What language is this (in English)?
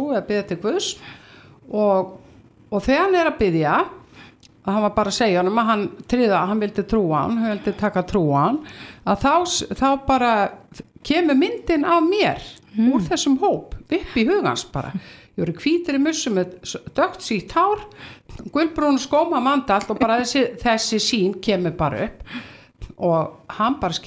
Icelandic